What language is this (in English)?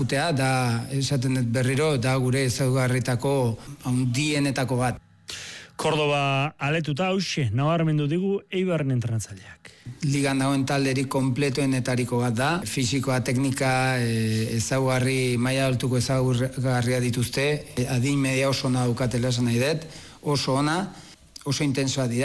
Basque